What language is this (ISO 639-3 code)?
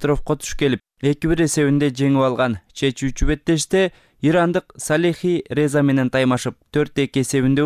kir